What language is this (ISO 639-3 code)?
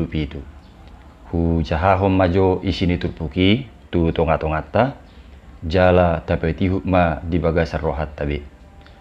bbc